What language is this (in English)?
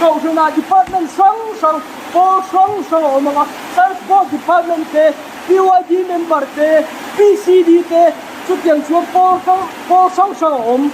Mizo